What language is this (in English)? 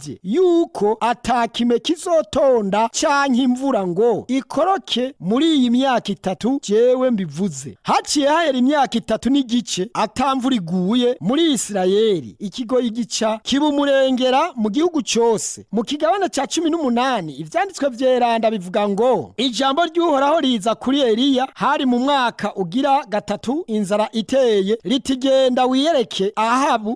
Rundi